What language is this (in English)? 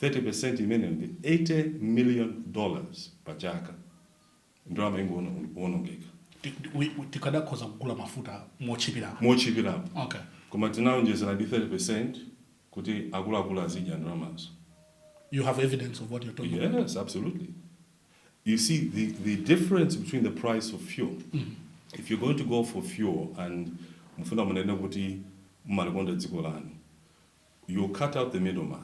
Nyanja